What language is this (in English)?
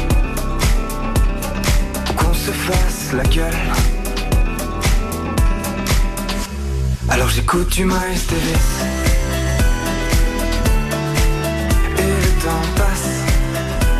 French